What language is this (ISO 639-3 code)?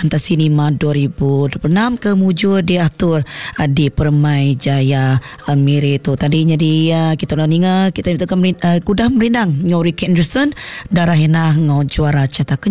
iba